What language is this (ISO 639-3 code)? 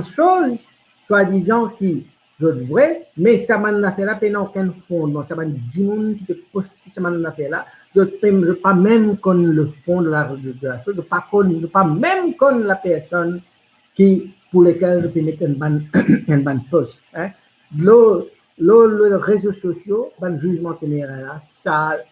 mfe